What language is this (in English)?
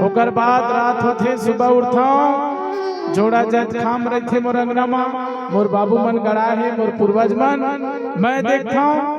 Chhattisgarhi